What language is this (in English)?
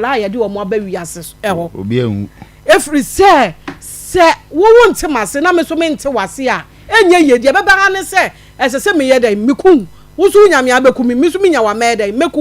Akan